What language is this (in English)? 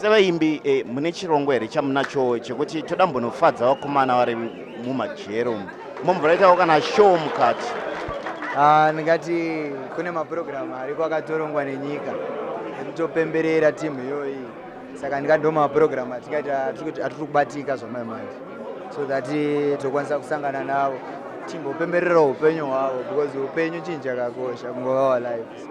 Shona